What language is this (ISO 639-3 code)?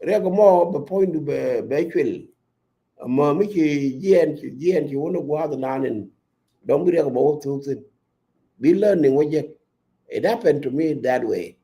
nus